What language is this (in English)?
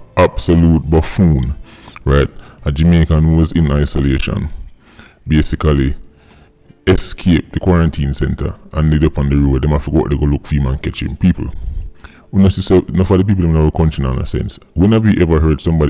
Jamaican Creole English